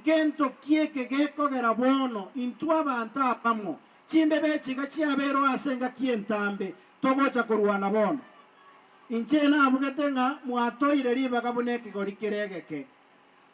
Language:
Gusii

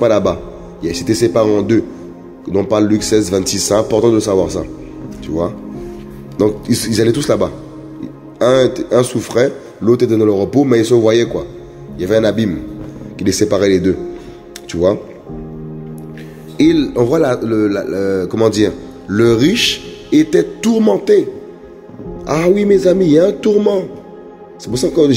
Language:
French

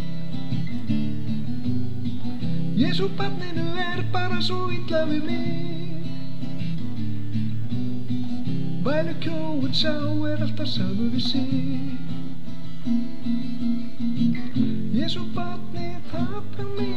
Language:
Icelandic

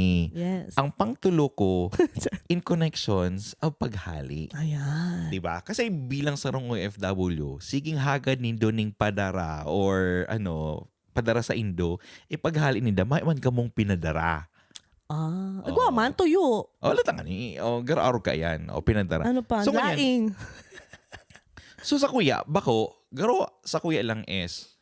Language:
Bikol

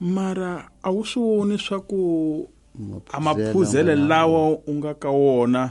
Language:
Tsonga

